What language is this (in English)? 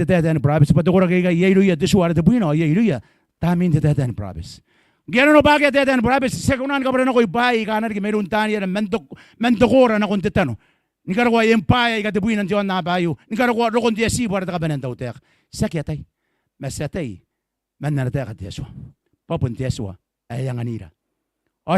Gilbertese